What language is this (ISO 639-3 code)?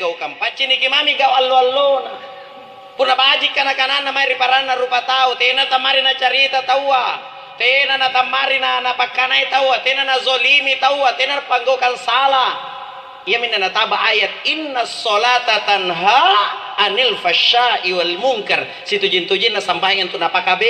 mak